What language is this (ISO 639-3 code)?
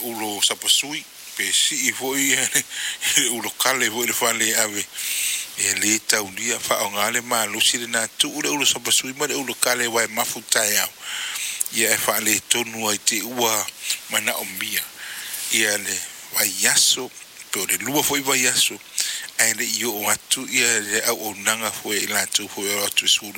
smo